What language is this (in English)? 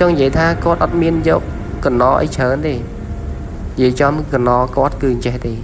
Khmer